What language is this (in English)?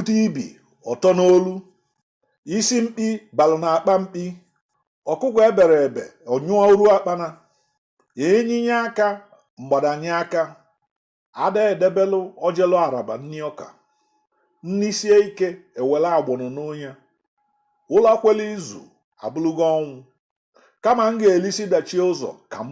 Igbo